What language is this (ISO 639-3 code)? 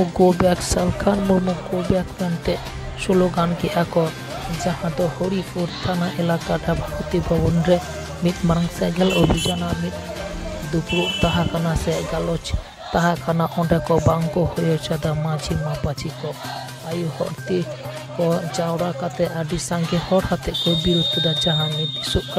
sat